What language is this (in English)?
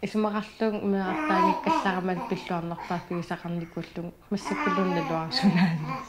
Kalaallisut